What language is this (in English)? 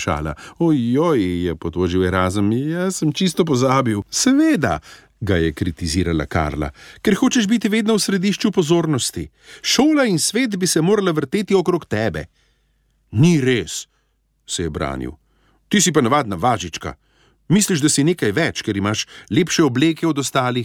Slovenian